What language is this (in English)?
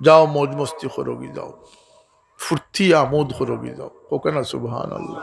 Sylheti